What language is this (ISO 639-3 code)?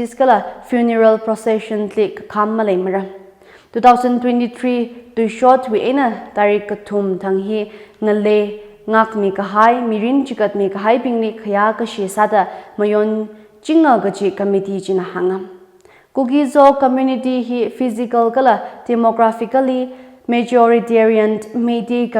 nmf